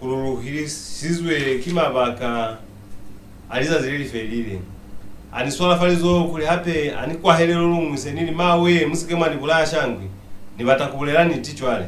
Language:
Lozi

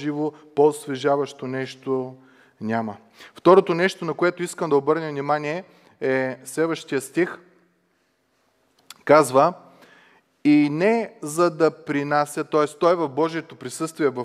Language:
Bulgarian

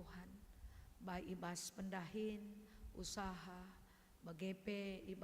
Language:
Batak Karo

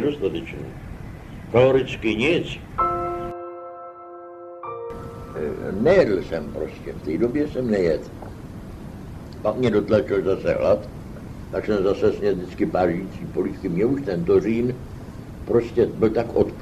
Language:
Czech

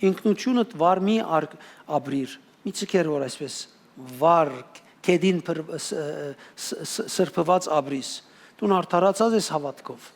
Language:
Western Armenian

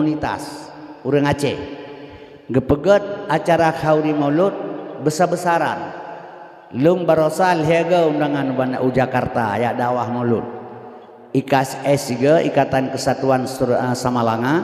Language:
Achinese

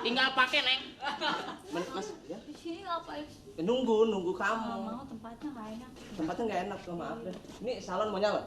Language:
Betawi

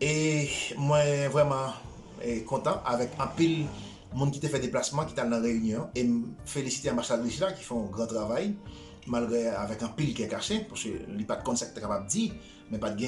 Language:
Haitian Creole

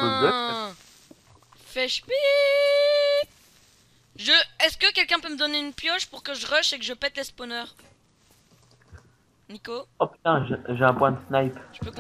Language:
French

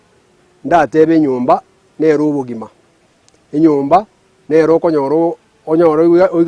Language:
Gusii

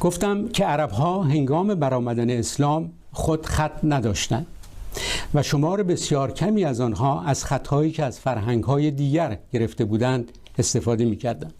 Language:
Persian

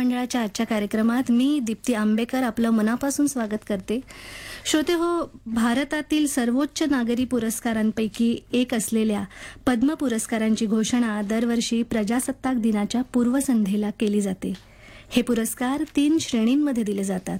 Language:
Marathi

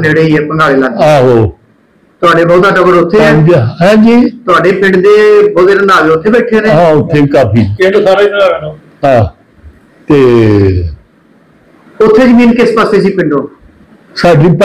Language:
Punjabi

